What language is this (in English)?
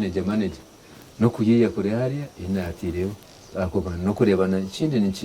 Nyankole